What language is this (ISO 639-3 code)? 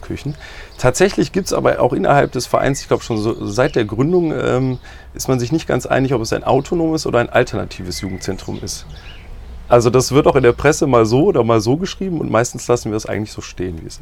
deu